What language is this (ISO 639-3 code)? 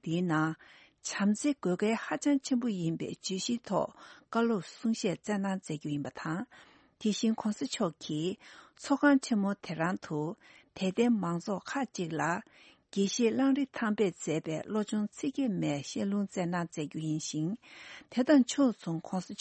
bod